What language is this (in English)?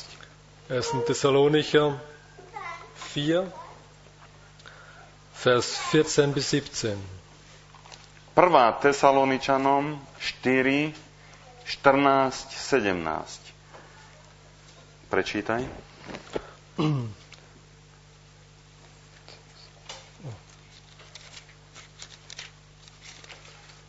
Slovak